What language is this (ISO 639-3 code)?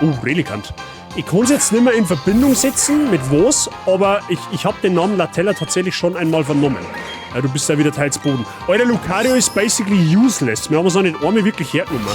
bar